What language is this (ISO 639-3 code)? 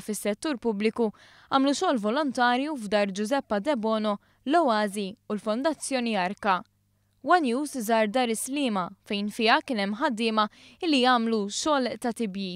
mlt